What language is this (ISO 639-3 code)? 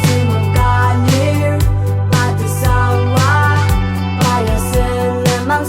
njo